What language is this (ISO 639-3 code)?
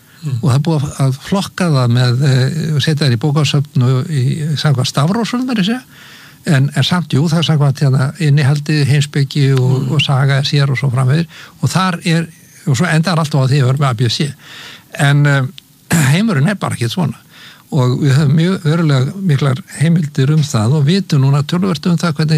isl